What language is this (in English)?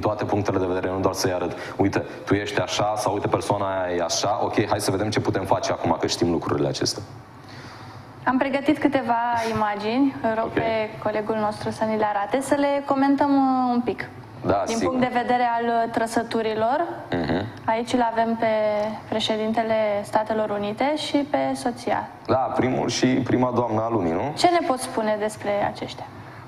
Romanian